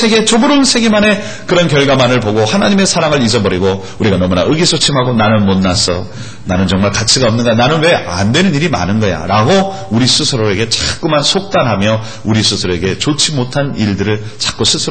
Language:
Korean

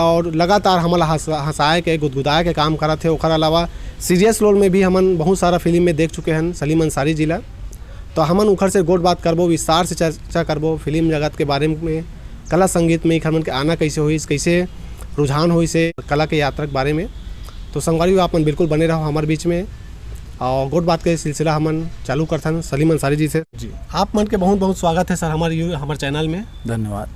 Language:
Chhattisgarhi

